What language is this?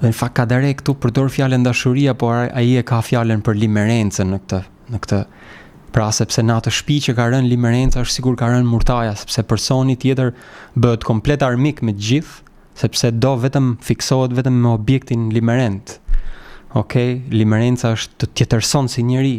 Albanian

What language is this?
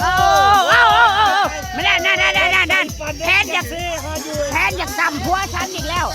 Northeastern Thai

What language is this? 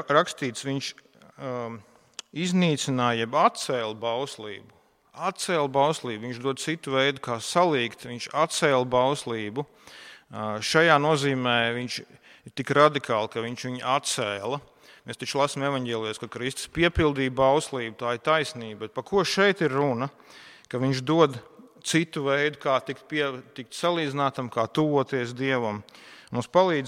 Latvian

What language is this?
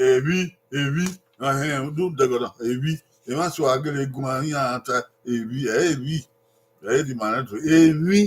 Bini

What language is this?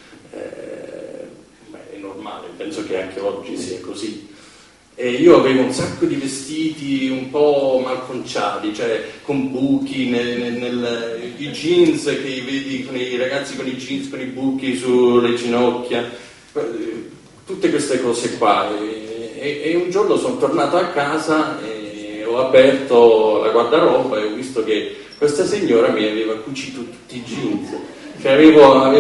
Italian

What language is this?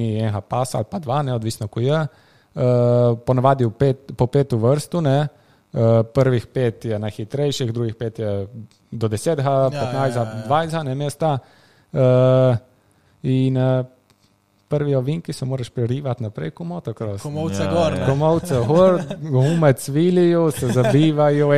Slovenian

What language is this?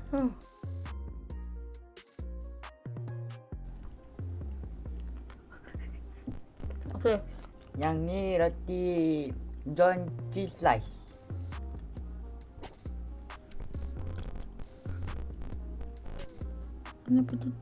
Malay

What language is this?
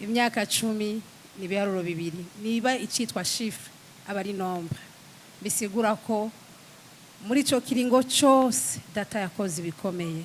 Rundi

